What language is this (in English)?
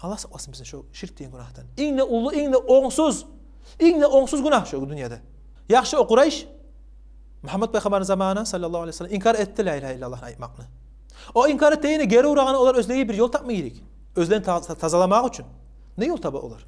Kumyk